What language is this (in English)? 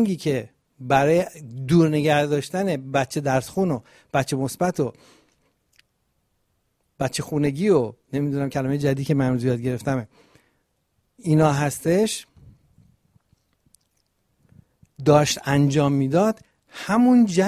Persian